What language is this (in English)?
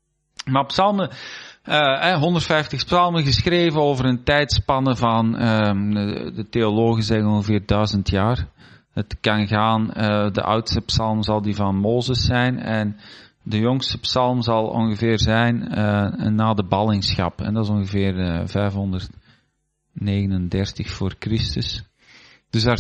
Dutch